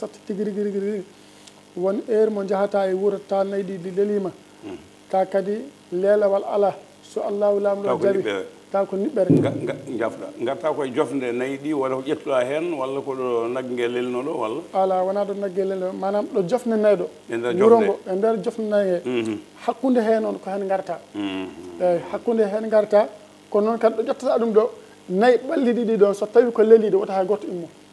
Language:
Fula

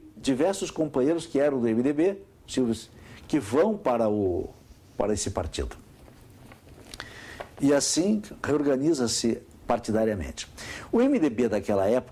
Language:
Portuguese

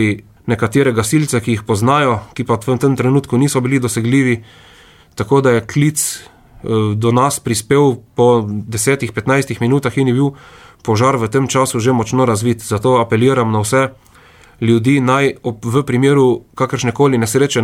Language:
Slovenian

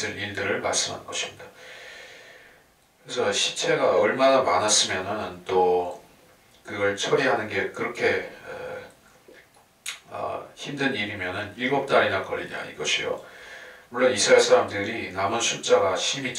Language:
Korean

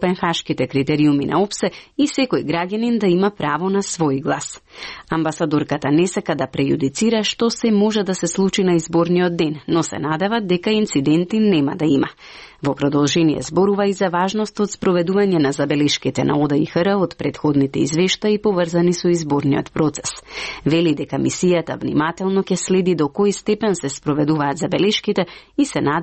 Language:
Macedonian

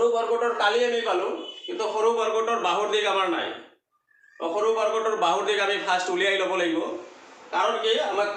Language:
Assamese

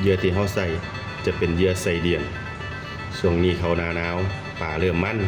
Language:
Northeastern Thai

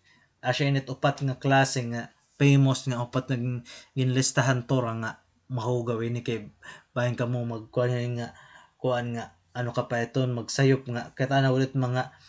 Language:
Waray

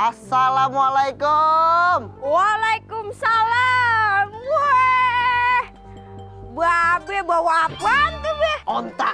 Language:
Betawi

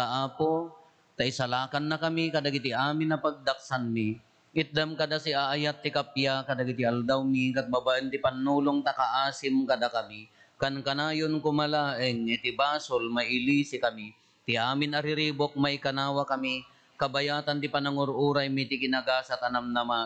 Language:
Iloko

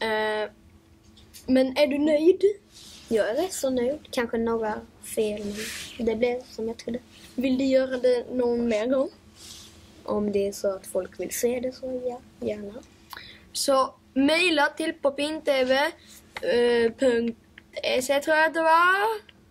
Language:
Swedish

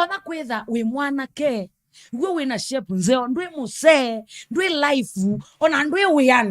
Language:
Kamba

